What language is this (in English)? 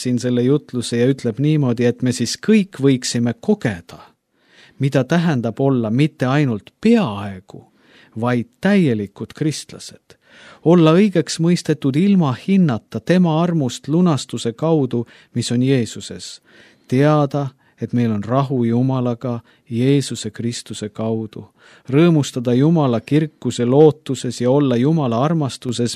Estonian